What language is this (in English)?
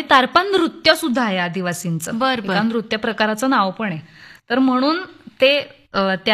Marathi